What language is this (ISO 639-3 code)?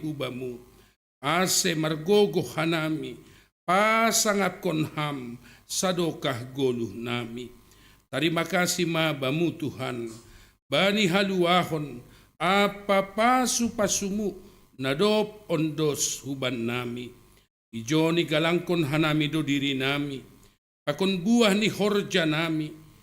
bts